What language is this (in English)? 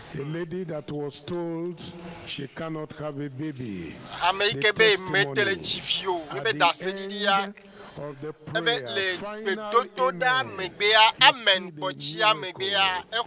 Ewe